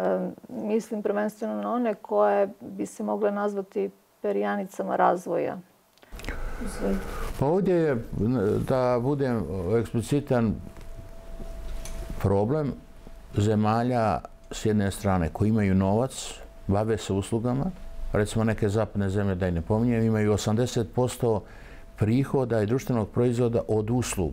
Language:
Bosnian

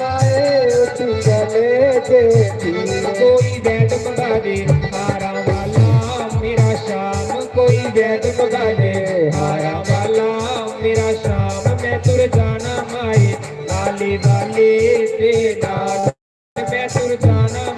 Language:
Dogri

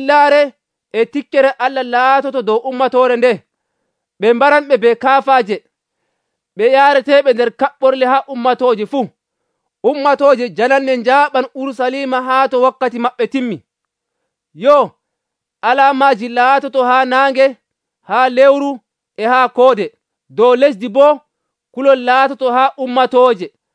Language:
Nigerian Fulfulde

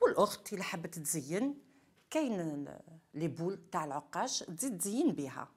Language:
Algerian Arabic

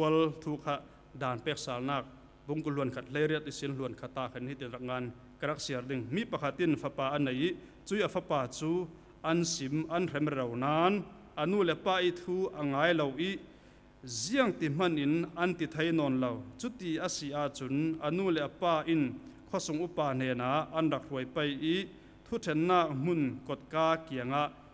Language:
Falam Chin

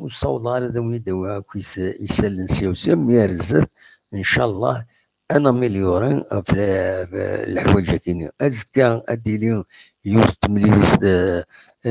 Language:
Kabyle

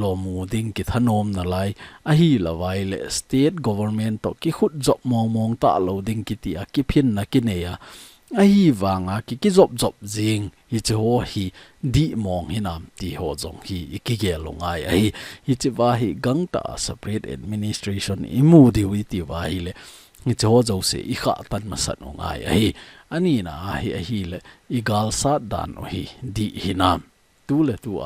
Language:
Thado Chin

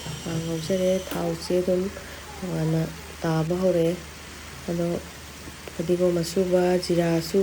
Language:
Manipuri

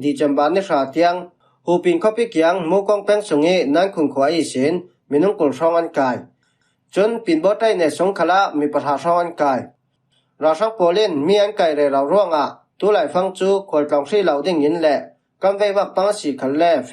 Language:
Falam Chin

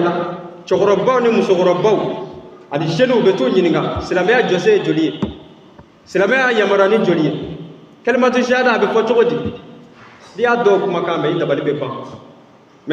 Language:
Bambara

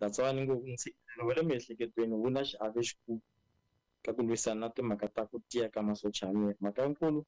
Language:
Tsonga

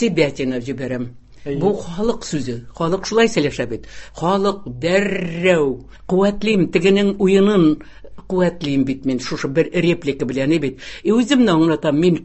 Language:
Tatar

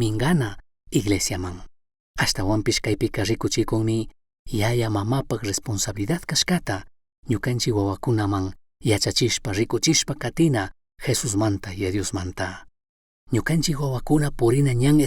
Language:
Chimborazo Highland Quichua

